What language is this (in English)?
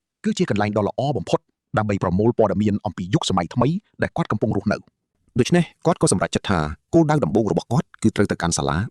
Khmer